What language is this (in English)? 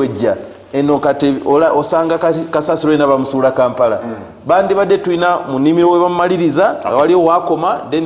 Ganda